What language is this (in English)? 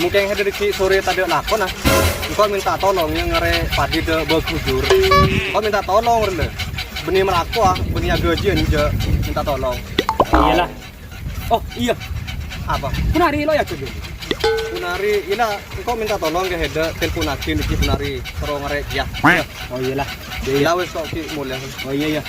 Madurese